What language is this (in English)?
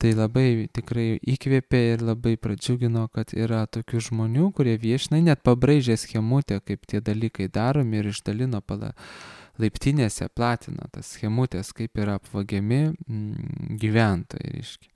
Lithuanian